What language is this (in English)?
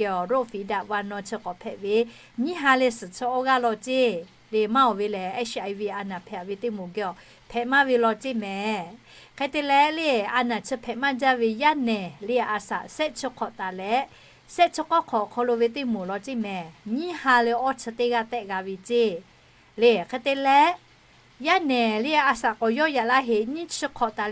Lahu